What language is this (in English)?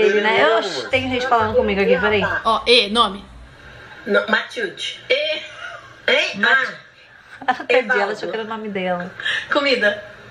Portuguese